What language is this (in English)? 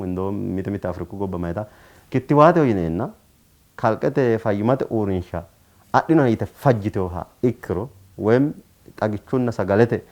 Sidamo